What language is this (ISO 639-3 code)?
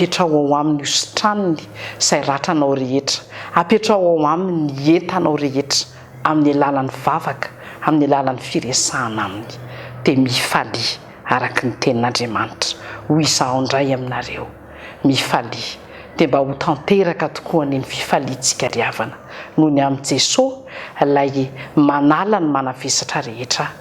mlg